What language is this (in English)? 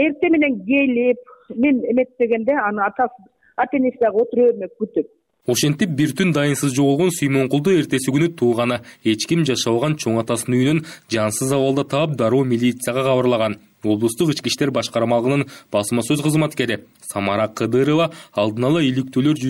Kyrgyz